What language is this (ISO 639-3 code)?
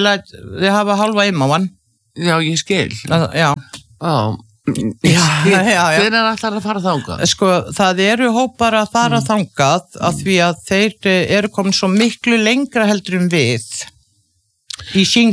isl